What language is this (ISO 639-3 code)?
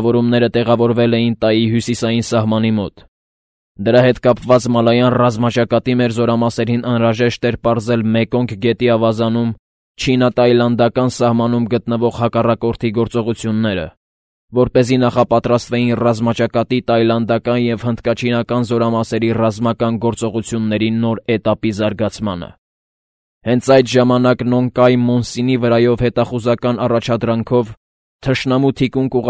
hye